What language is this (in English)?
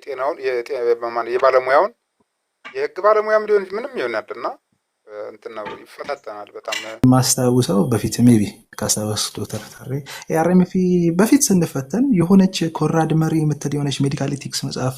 Amharic